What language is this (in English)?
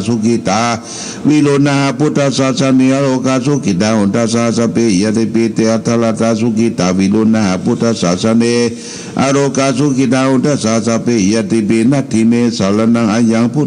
Pali